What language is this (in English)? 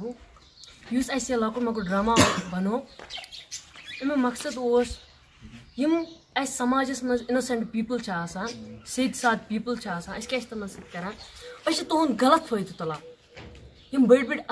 Kashmiri